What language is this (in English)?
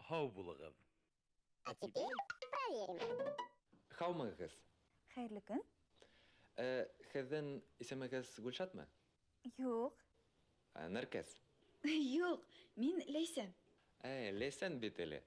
Bashkir